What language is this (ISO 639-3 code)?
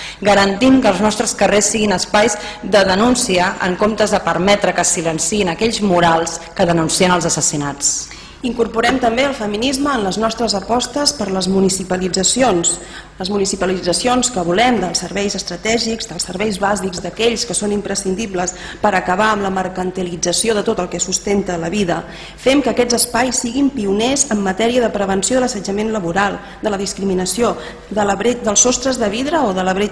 cat